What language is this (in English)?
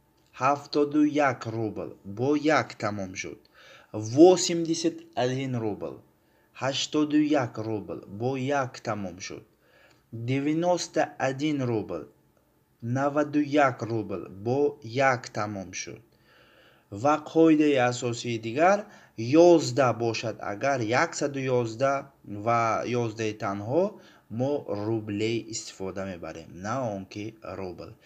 Tajik